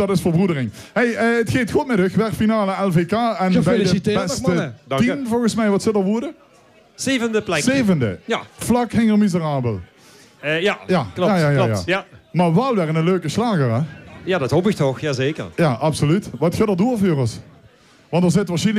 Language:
Limburgish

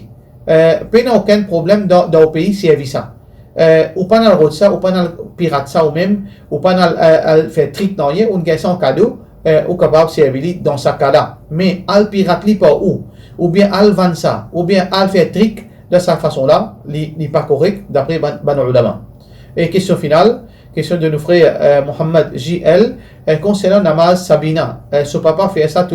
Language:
Morisyen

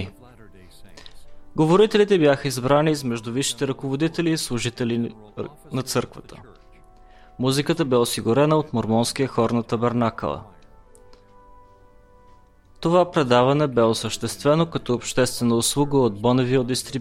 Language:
Bulgarian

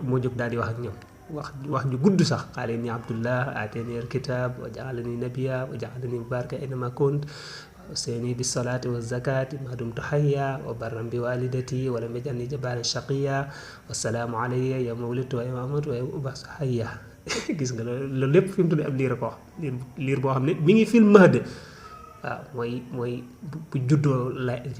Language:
Wolof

